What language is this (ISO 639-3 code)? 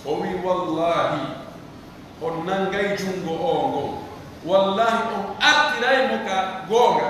fuf